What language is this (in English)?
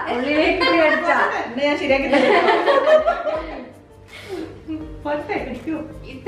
Malayalam